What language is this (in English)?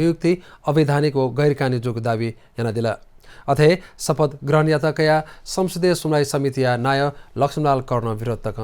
Newari